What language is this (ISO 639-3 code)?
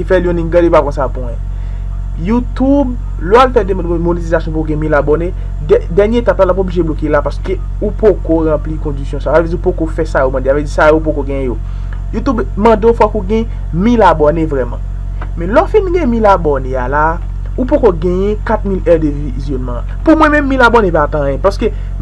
hat